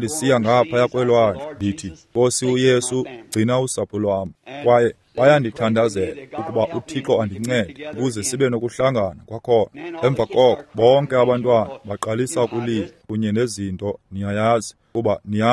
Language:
Xhosa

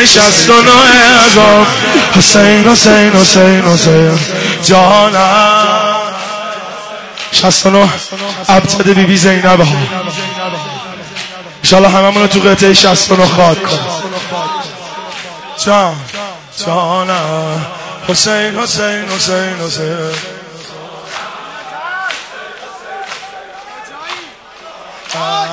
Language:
Persian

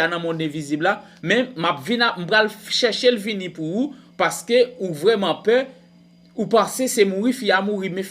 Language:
Haitian Creole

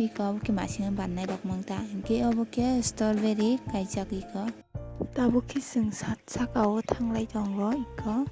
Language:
Kok Borok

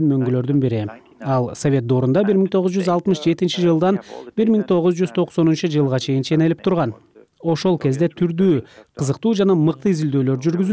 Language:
Kyrgyz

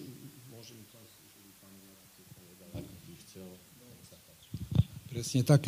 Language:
Slovak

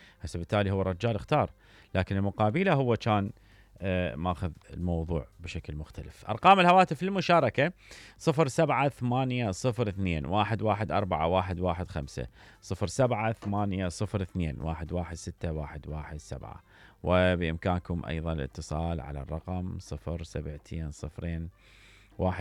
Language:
Mesopotamian Arabic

